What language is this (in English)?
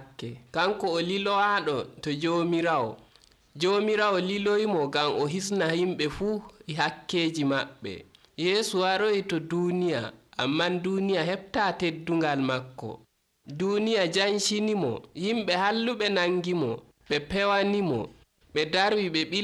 Nigerian Fulfulde